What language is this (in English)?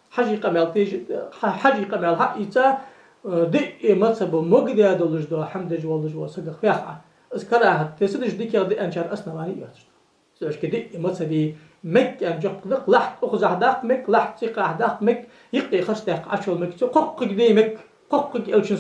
Ingush